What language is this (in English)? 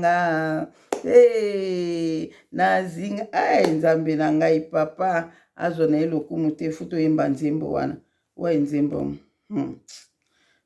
Lingala